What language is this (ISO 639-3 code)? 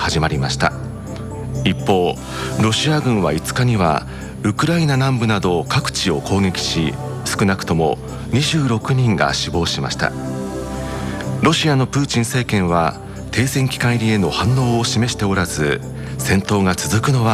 jpn